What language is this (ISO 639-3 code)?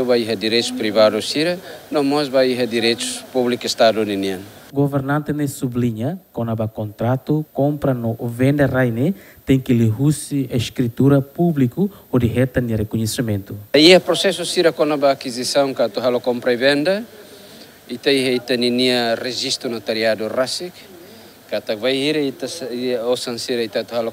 tet